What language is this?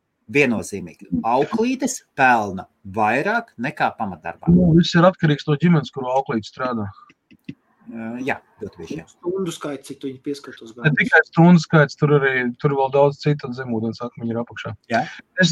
Latvian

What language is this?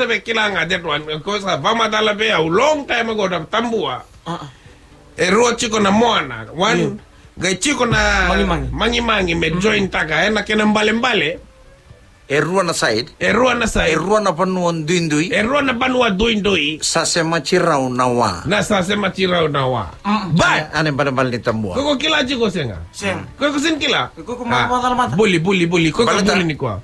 Fijian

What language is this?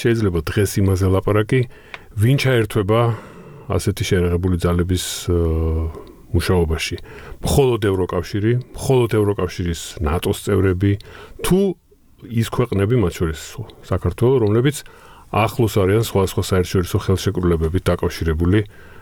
Georgian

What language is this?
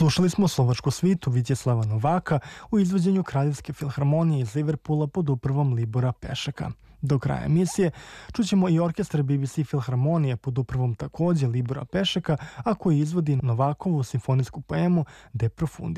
Serbian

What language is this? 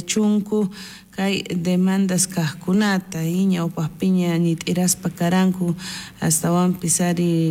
South Bolivian Quechua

